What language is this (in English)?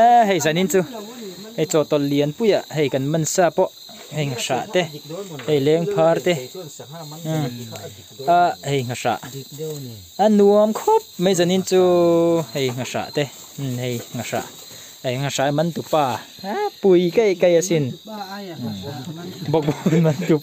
Mizo